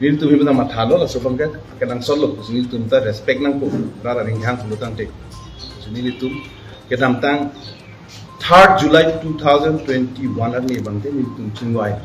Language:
Karbi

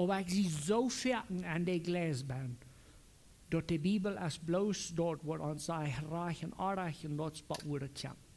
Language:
Plautdietsch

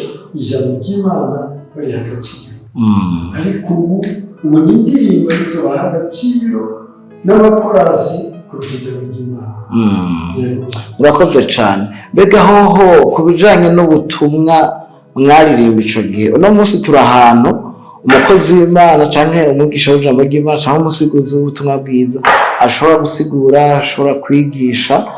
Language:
Rundi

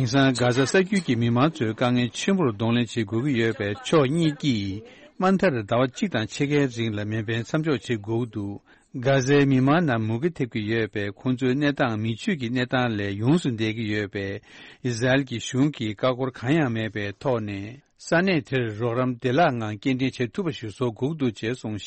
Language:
Tibetan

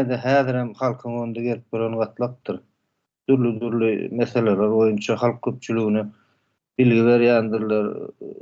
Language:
Turkmen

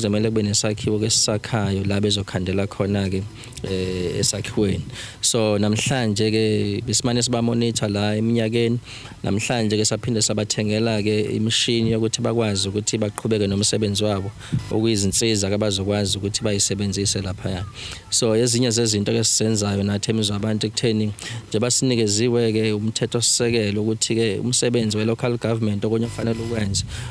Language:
Zulu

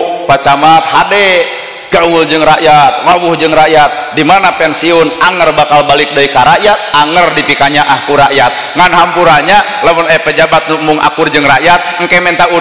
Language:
Sundanese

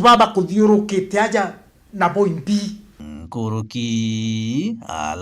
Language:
Meru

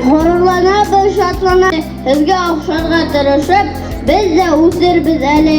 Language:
Bashkir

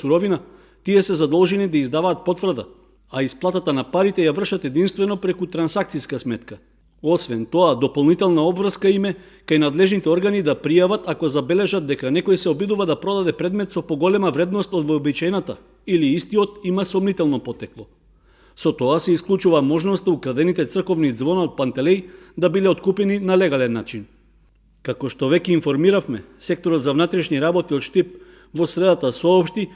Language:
Macedonian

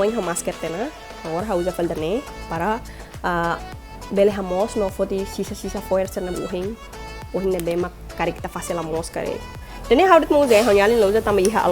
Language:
Tetum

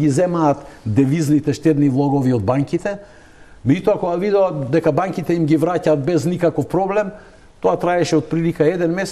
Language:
Macedonian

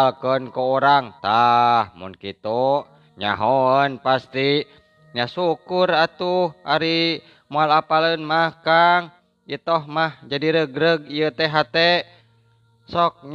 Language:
Sundanese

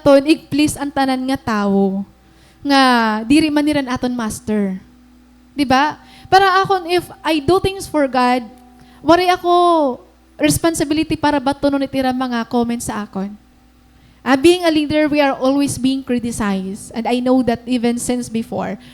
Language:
Waray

